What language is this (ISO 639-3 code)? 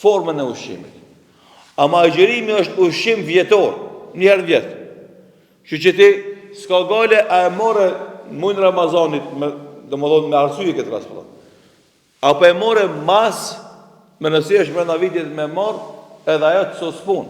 sqi